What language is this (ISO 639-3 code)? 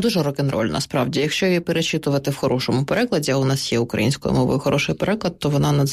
ukr